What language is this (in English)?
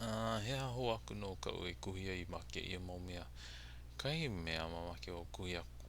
Hawaiian